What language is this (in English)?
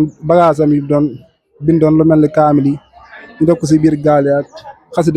Wolof